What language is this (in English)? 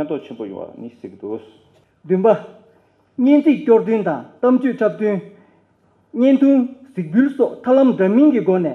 Tibetan